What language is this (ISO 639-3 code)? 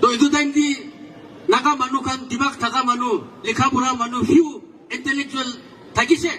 nag